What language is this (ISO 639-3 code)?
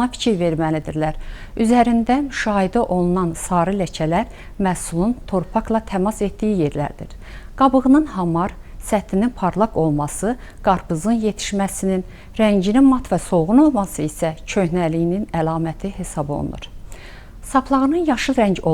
aze